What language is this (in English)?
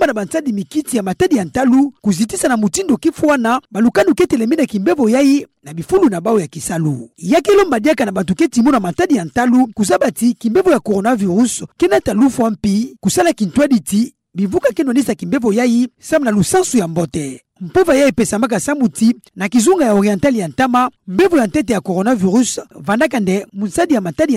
Kituba (Democratic Republic of Congo)